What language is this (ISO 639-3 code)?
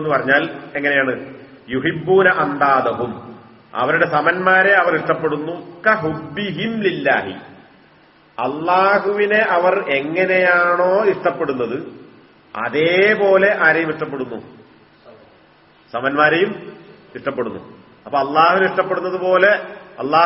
mal